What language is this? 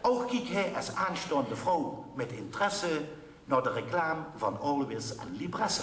Limburgish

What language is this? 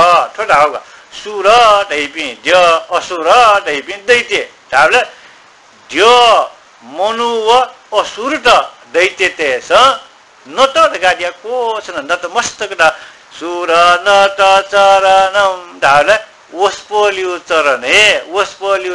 Newari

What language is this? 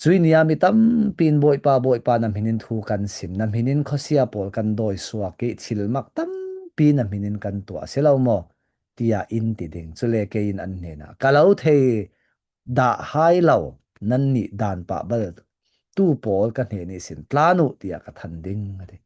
Falam Chin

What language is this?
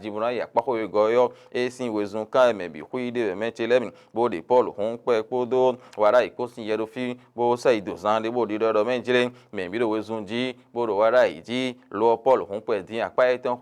Fon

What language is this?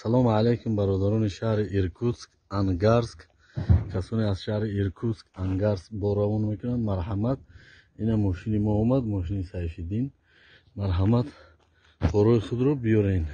Tajik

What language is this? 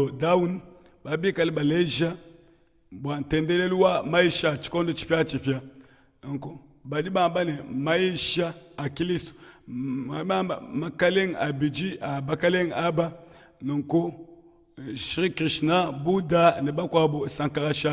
Luba-Lulua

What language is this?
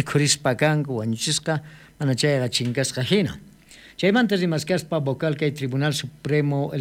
South Bolivian Quechua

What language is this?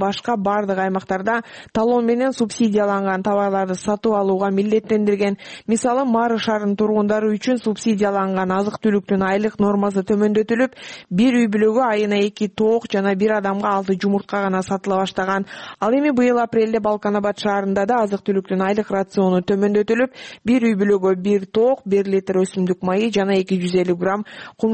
Kyrgyz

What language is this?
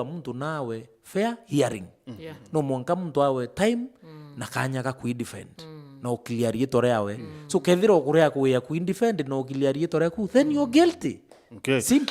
Meru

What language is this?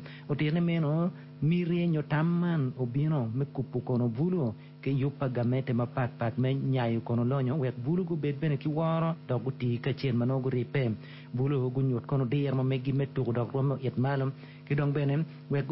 Acoli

